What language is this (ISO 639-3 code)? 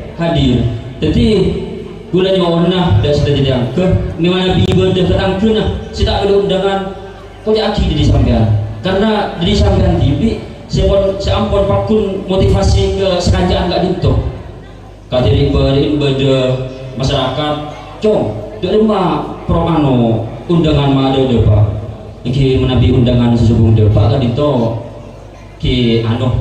mad